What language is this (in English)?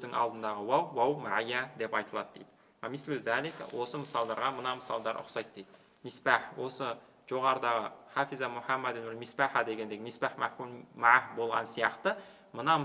Kazakh